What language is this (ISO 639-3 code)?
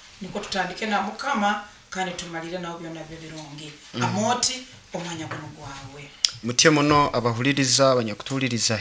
nyo